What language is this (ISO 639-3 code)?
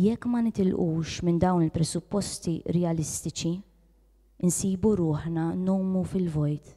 mlt